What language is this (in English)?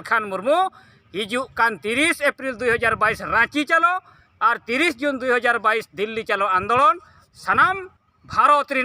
Santali